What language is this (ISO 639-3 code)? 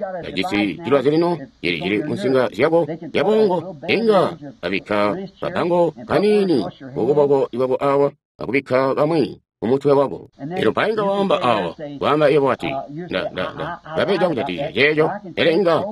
toi